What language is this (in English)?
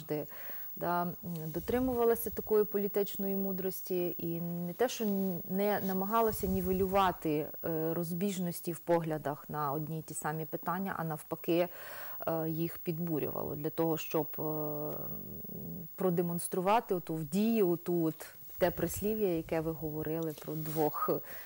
Ukrainian